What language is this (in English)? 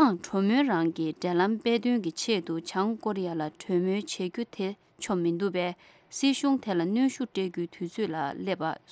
Tibetan